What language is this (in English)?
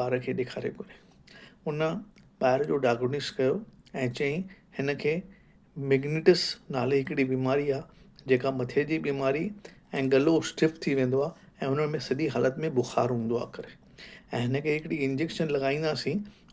Sindhi